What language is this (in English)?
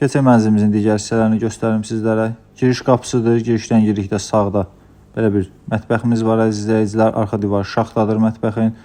Azerbaijani